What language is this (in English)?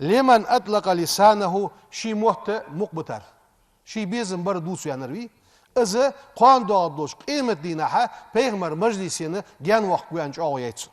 Ingush